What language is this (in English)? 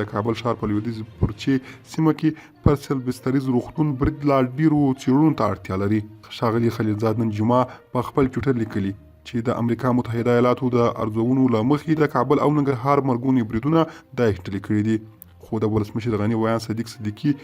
Pashto